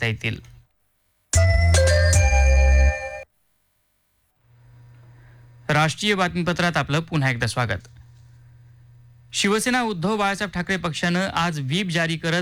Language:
Marathi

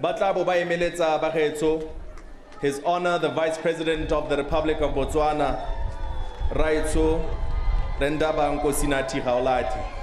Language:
Tswana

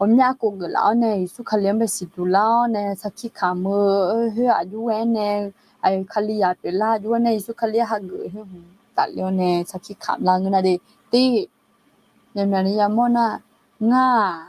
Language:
Akha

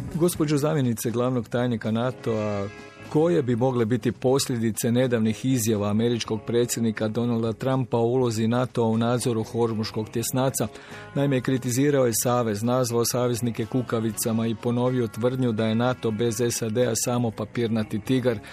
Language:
Croatian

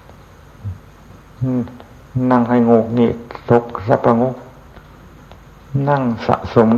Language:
Thai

